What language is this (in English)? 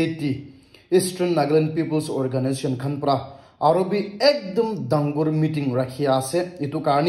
Naga Pidgin